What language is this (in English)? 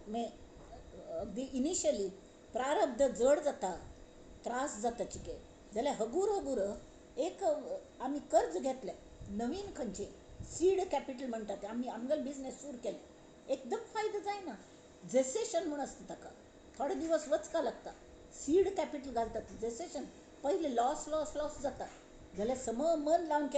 Konkani